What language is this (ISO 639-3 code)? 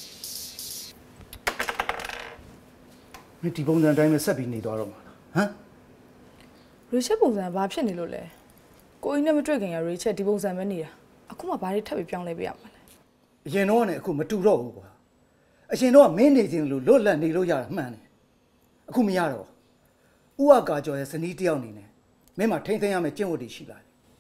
mya